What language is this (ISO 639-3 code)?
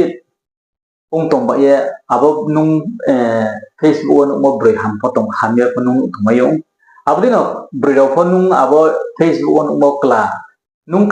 ria